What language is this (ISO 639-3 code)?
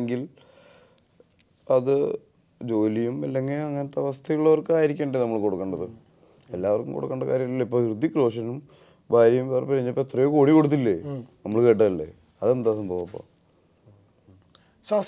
mal